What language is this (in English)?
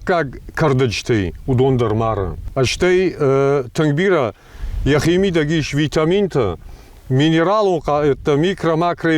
Ossetic